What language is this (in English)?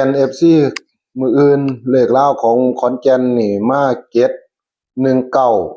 Northeastern Thai